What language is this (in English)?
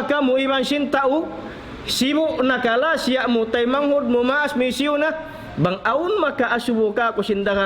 Tausug